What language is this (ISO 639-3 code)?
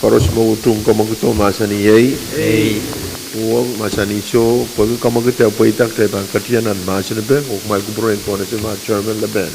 pon